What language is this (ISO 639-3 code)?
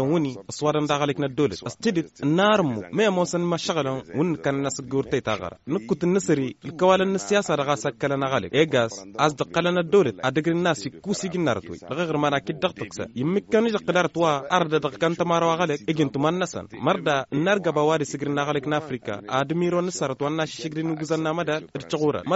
taq